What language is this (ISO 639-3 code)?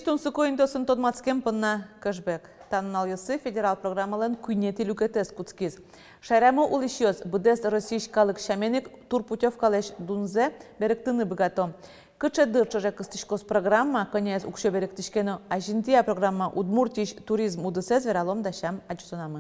udm